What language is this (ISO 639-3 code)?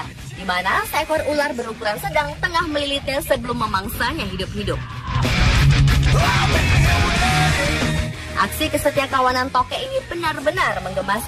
ind